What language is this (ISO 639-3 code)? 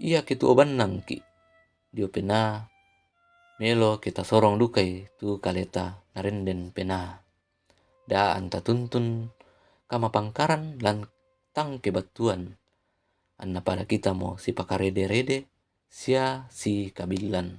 sda